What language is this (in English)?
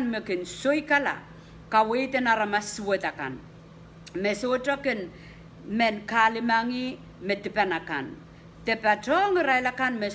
Pohnpeian